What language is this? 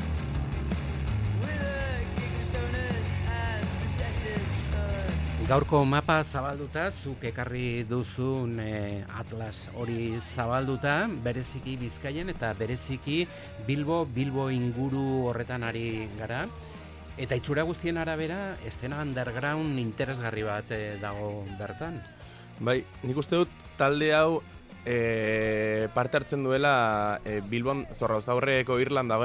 Basque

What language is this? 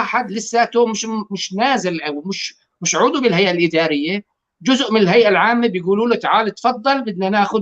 North Levantine Arabic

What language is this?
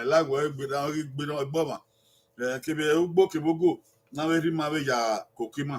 Bini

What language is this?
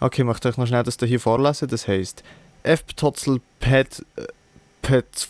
Swiss German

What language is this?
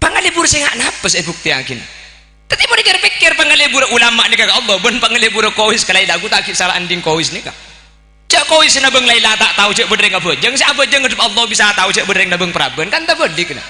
Madurese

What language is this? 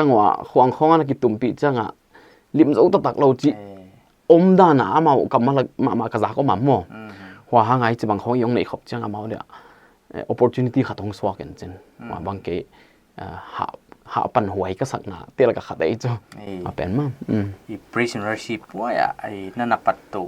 Paite Chin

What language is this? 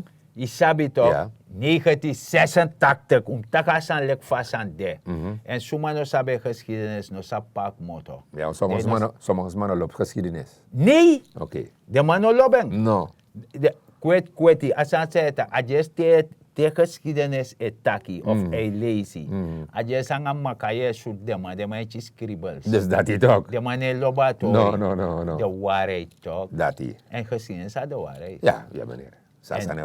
Sranan Tongo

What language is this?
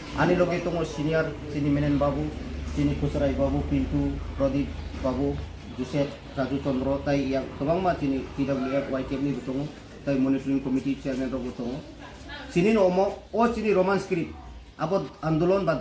Kok Borok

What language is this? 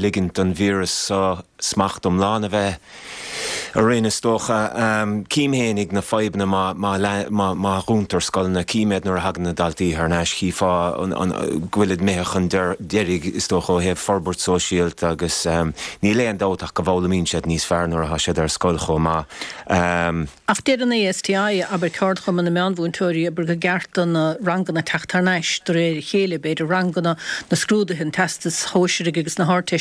Irish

